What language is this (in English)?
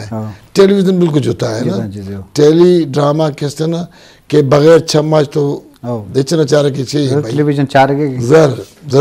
Eastern Balochi